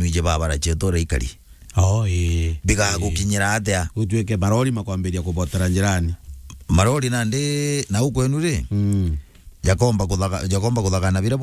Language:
Meru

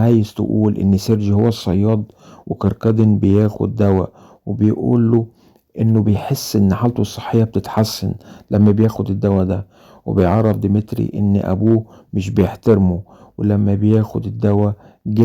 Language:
Egyptian Arabic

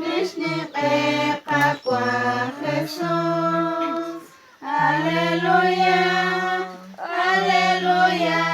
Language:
Kekchí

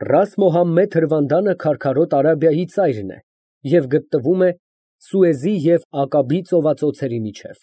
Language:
Armenian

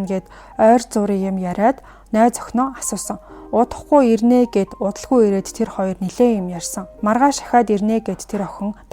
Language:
Mongolian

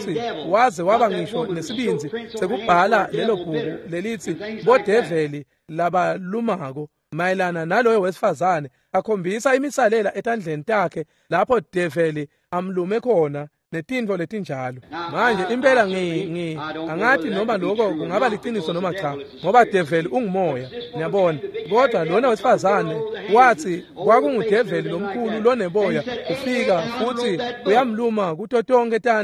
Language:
Swati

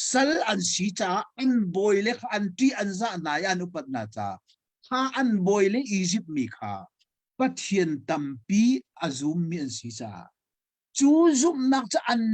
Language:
Hakha Chin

